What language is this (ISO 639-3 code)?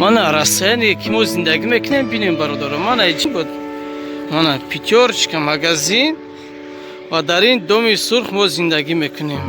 tgk